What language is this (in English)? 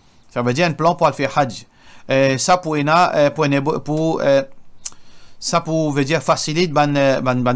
Morisyen